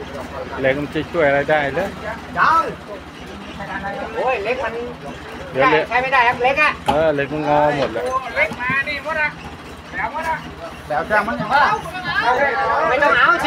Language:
Thai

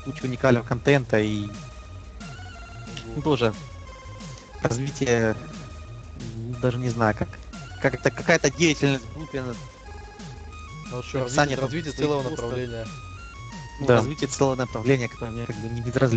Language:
Russian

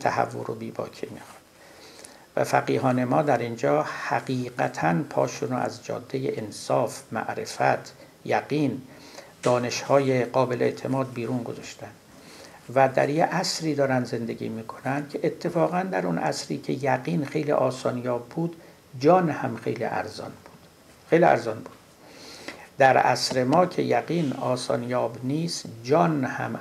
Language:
Persian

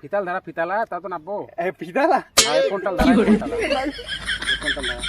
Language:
Chhattisgarhi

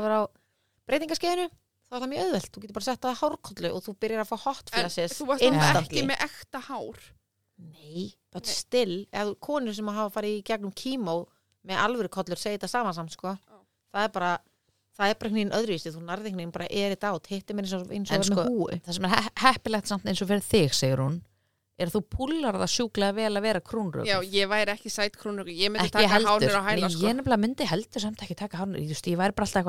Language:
Icelandic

